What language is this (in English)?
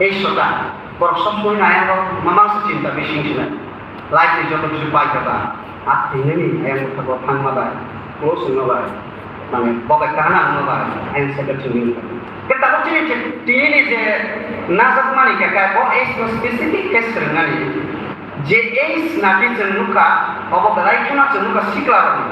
Kok Borok